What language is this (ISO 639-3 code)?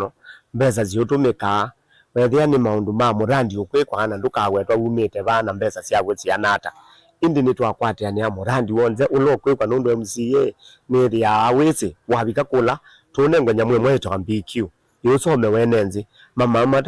kam